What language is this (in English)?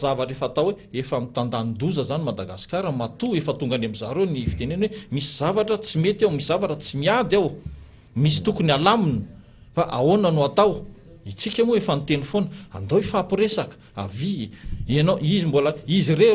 Malagasy